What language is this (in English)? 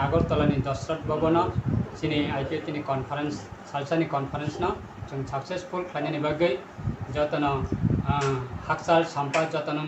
Kok Borok